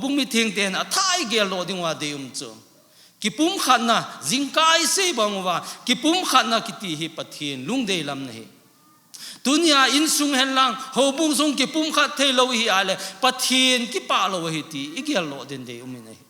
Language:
Thado Chin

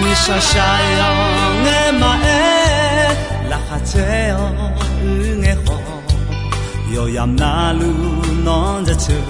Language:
Akha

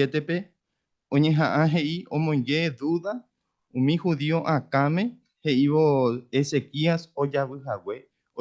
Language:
Guarani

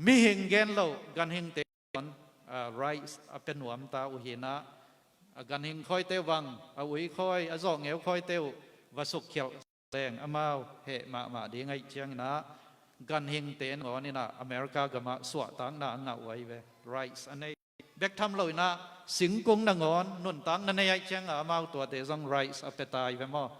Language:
Tedim Chin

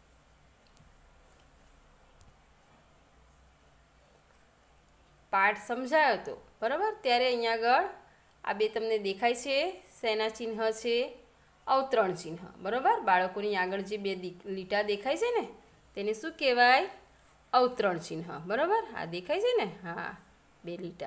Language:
Gujarati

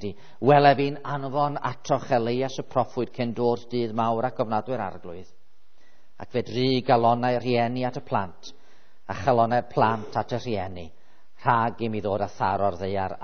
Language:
Welsh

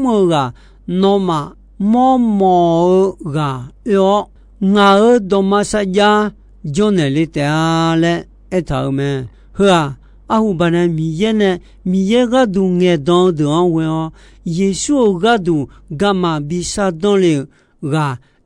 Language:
Akha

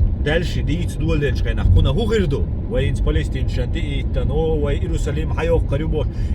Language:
Chechen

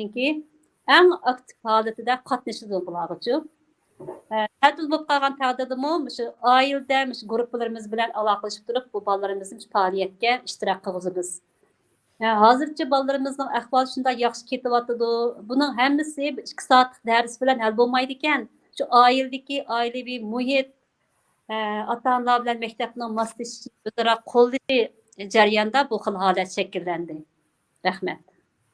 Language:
Uyghur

